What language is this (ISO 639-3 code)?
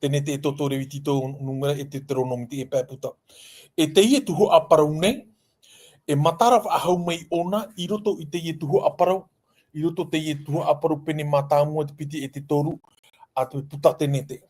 tah